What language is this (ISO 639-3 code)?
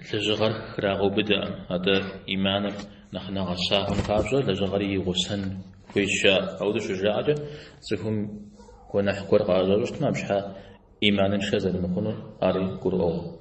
kbd